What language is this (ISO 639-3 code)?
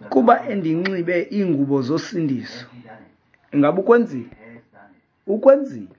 xho